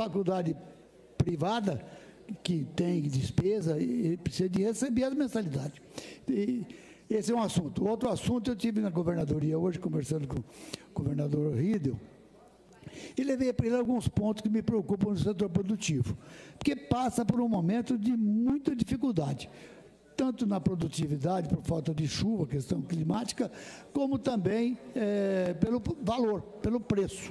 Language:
Portuguese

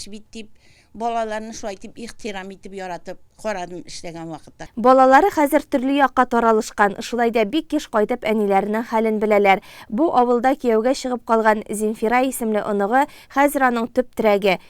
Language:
Tatar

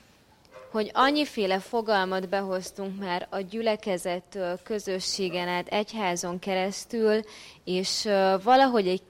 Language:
Hungarian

